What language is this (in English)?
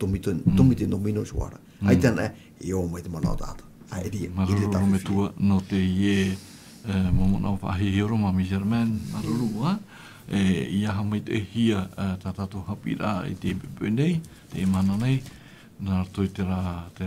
Tahitian